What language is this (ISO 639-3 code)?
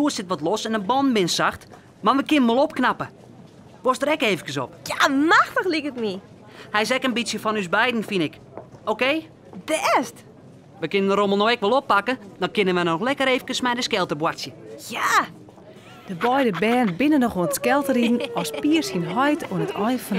fry